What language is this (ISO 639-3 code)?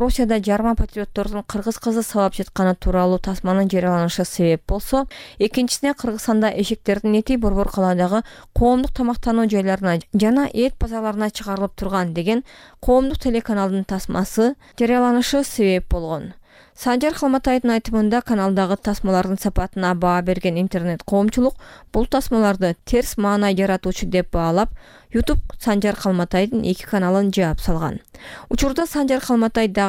kir